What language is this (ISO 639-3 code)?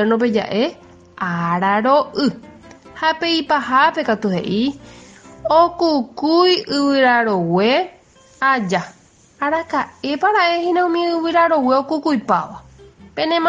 grn